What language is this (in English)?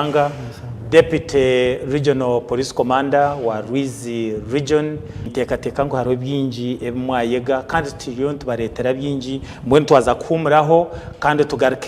Nyankole